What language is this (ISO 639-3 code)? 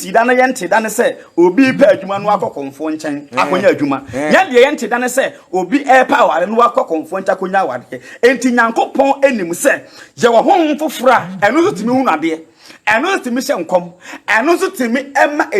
aka